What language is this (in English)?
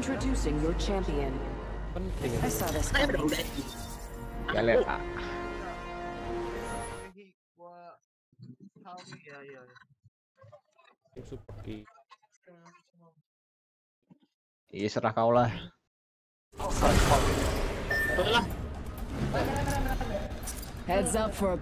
Indonesian